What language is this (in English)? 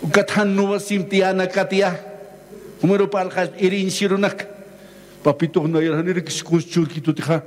Aymara